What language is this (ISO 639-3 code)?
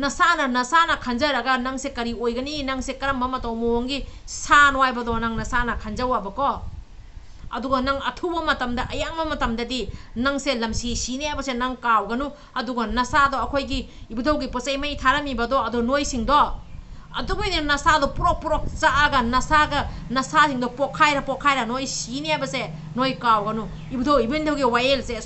mni